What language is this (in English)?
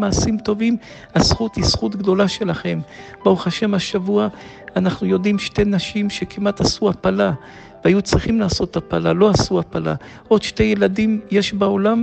Hebrew